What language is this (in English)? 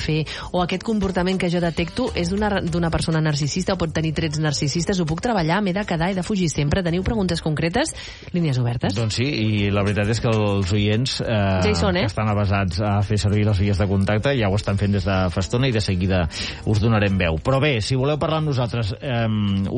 Catalan